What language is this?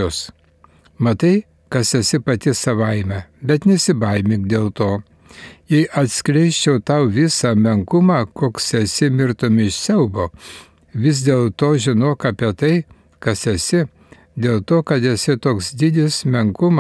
Lithuanian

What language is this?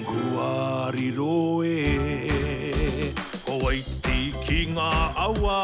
Māori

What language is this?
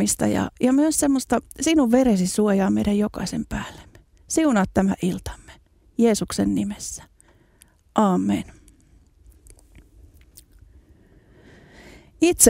Finnish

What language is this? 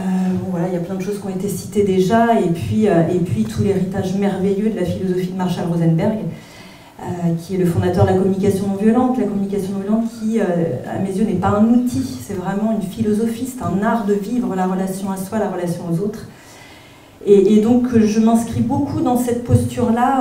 French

